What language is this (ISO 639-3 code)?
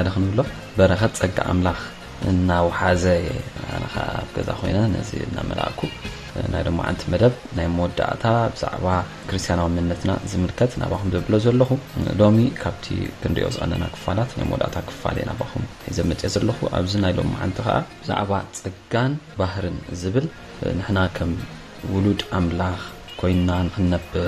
tir